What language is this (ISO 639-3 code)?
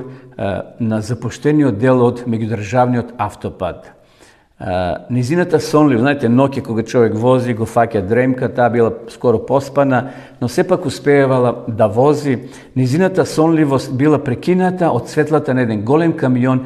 mkd